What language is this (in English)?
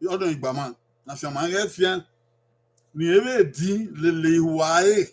Bini